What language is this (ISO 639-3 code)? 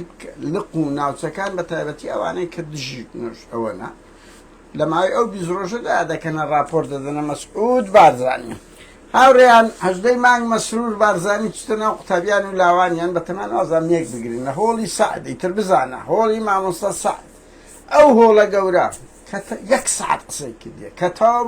ckb